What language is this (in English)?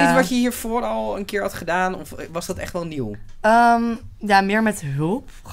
Dutch